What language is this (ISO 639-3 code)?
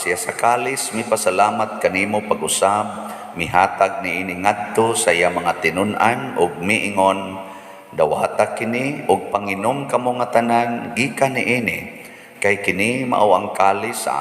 ceb